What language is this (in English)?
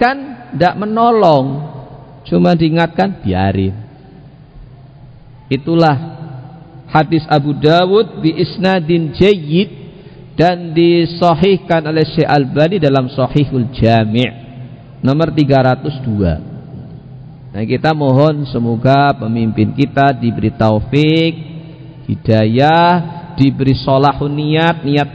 Indonesian